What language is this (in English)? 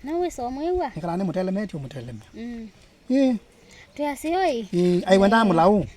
Kamba